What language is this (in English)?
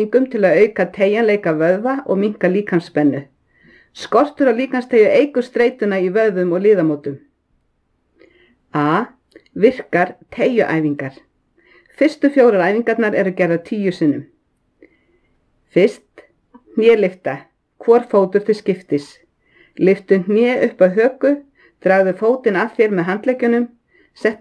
Icelandic